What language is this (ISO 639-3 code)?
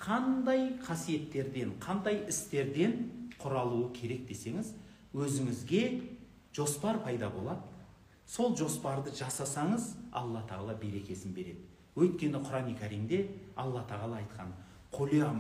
kaz